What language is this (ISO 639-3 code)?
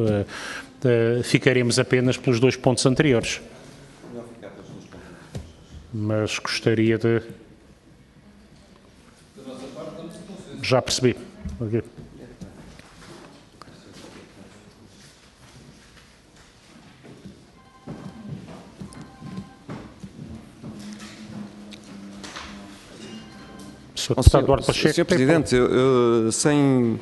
por